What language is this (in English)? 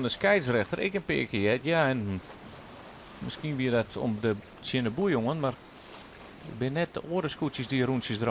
Western Frisian